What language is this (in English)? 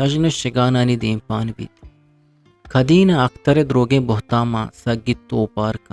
Eastern Balochi